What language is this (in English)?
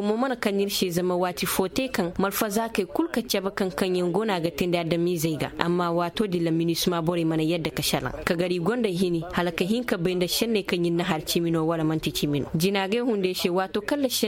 Koyraboro Senni